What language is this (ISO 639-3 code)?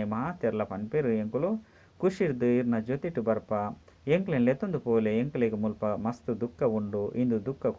tcy